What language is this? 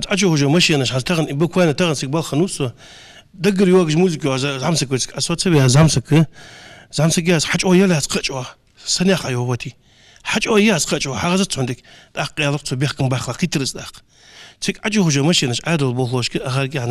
Ingush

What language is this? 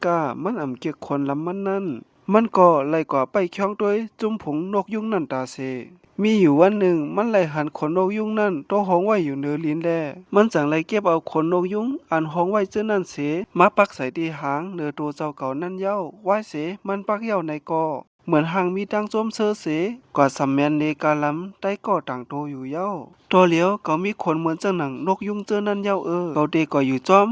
Shan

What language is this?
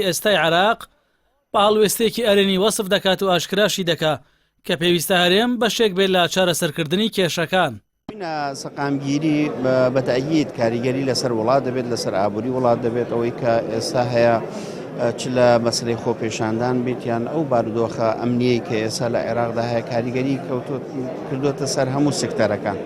Central Kurdish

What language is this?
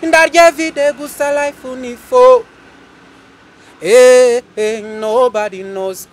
Kinyarwanda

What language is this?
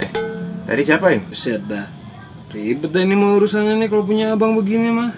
Betawi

